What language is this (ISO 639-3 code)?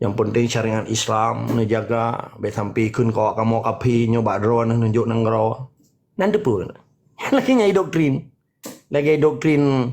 ace